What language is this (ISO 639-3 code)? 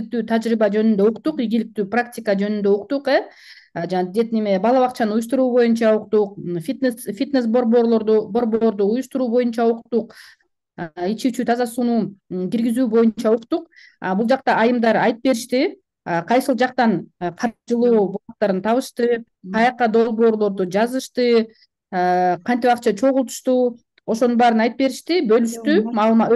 kir